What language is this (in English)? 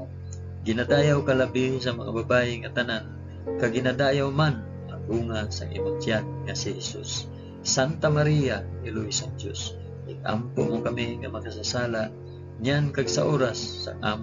Hiligaynon